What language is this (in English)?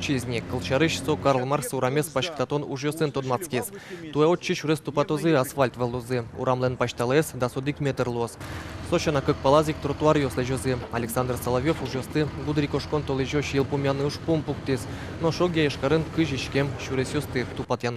Udmurt